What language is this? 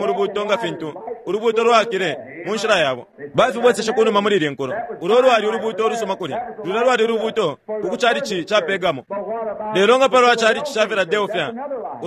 Bemba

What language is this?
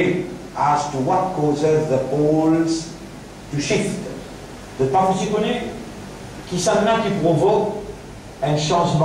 Morisyen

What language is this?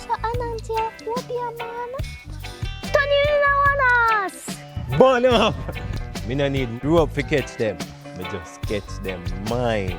Jamaican Creole English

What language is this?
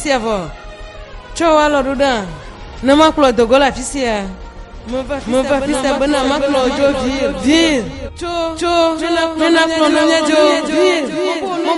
Ewe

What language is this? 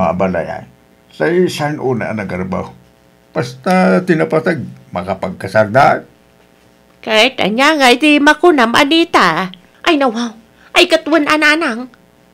Iloko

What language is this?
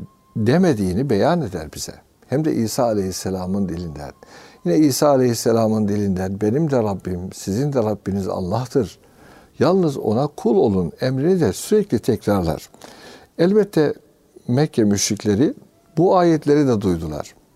Turkish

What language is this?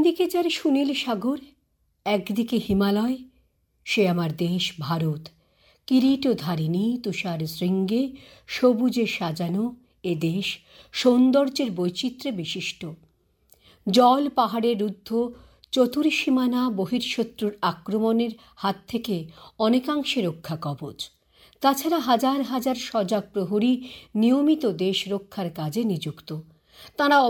Bangla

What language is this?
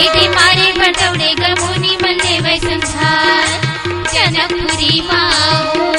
Chhattisgarhi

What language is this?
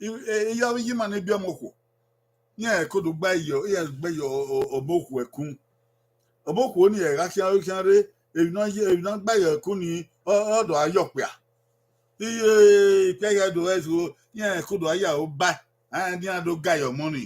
Bini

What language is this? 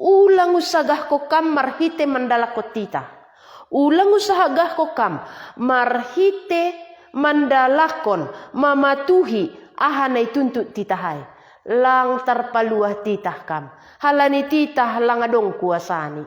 Batak Simalungun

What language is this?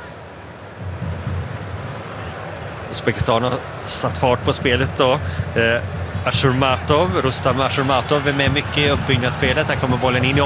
Swedish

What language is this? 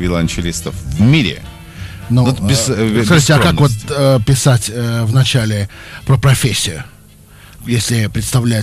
Russian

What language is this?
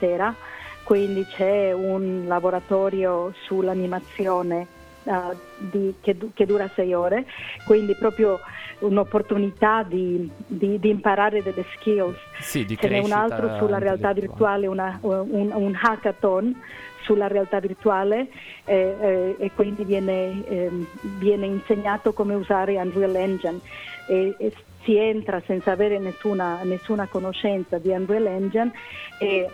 Italian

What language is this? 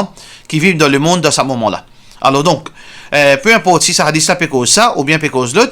Morisyen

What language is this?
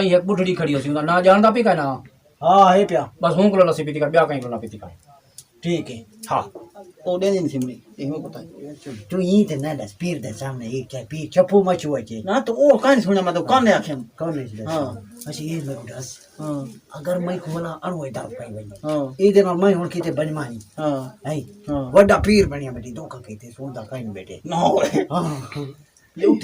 Saraiki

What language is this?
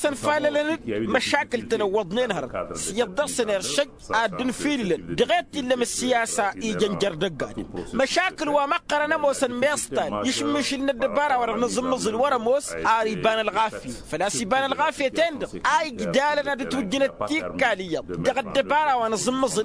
Tamasheq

